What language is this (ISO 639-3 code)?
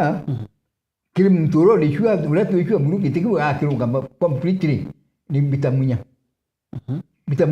mer